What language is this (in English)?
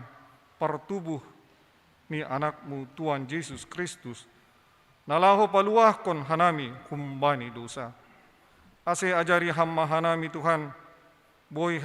Batak Simalungun